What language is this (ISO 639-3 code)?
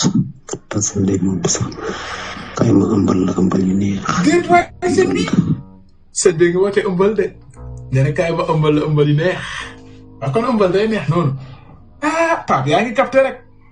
wol